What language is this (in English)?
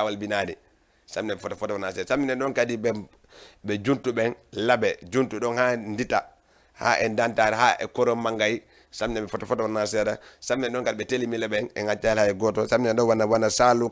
Fula